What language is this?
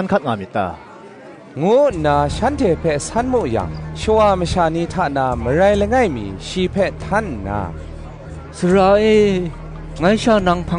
Kachin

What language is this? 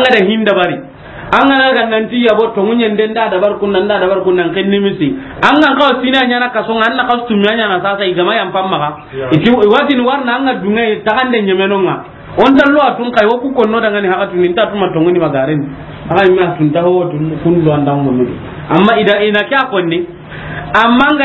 Soninke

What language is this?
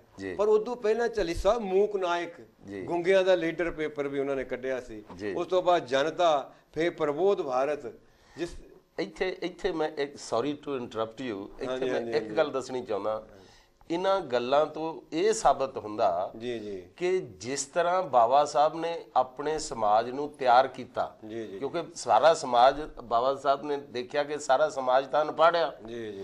Punjabi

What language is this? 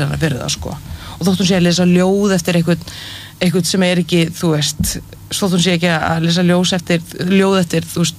Icelandic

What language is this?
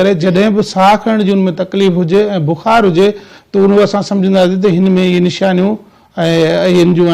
Sindhi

